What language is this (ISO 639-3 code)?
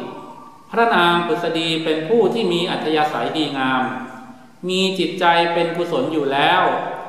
tha